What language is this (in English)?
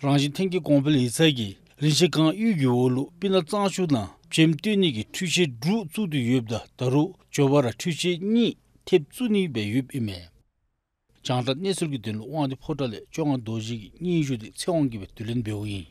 Dzongkha